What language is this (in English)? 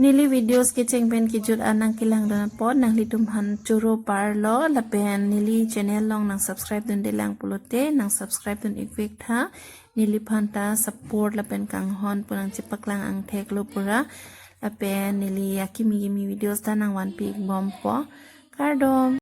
Karbi